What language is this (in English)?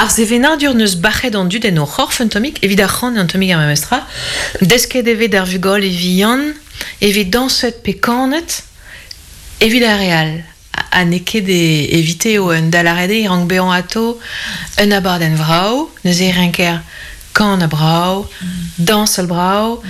Breton